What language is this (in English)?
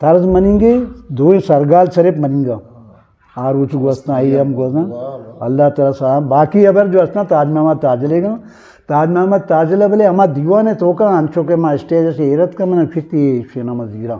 Eastern Balochi